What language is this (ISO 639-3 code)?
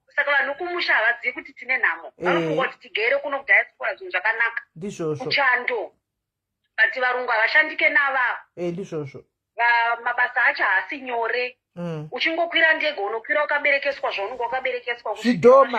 sna